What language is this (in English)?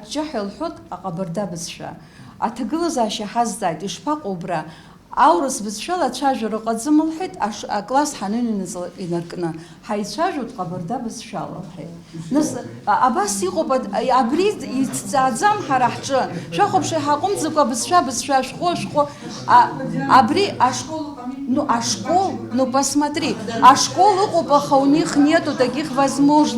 Abkhazian